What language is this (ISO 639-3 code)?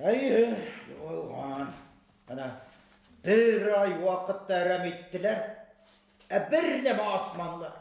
bak